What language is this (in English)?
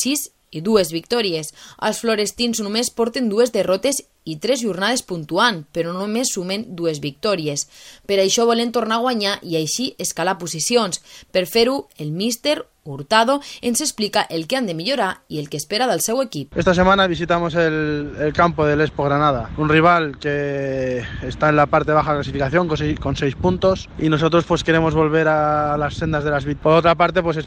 Catalan